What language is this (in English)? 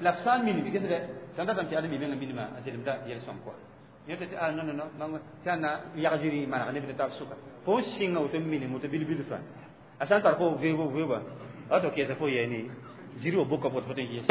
Mossi